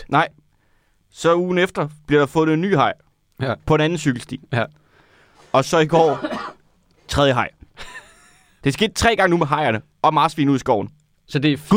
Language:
Danish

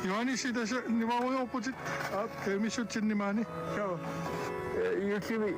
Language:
Kalaallisut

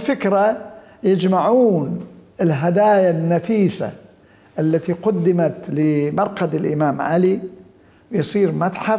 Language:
Mesopotamian Arabic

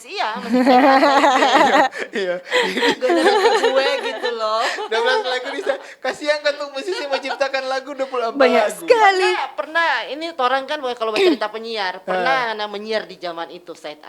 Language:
Manado Malay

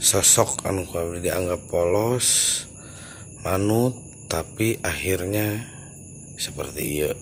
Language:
Sundanese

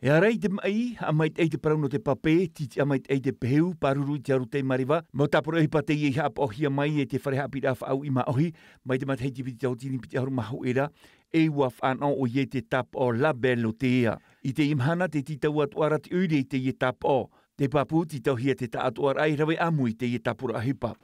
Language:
Tahitian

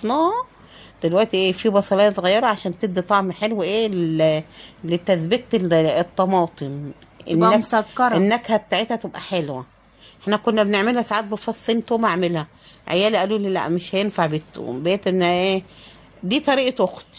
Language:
Egyptian Arabic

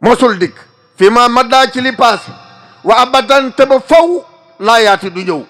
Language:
Wolof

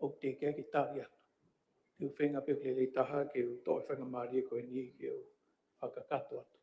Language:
Tongan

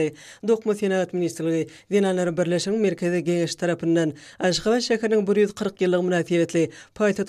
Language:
Turkmen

